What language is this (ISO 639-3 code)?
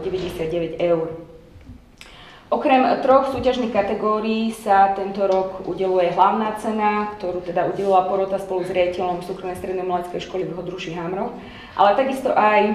slk